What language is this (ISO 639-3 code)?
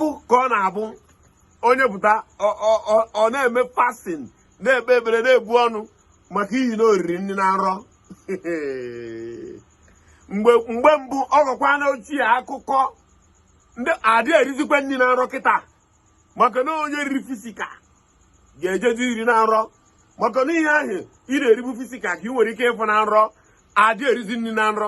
ibo